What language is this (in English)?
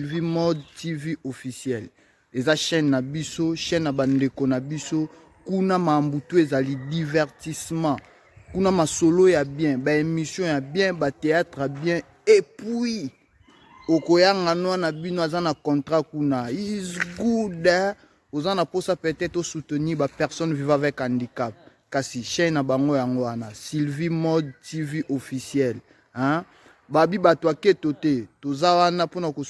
Lingala